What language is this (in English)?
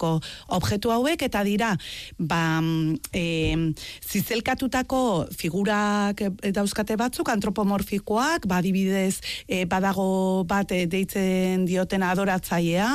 Basque